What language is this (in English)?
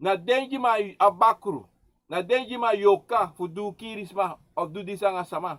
Sranan Tongo